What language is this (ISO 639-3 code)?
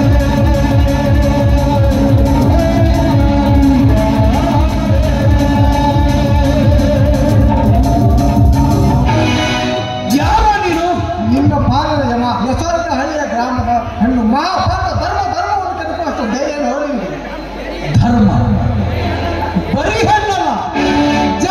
kan